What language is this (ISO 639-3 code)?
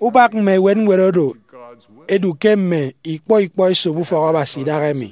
efi